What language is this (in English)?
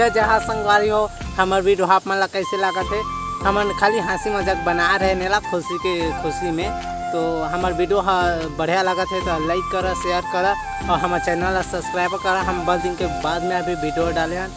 Chhattisgarhi